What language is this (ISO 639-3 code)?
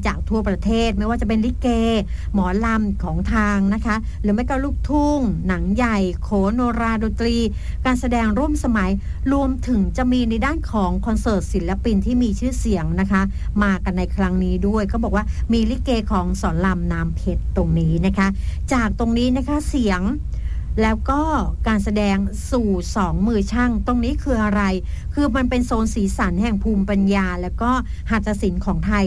tha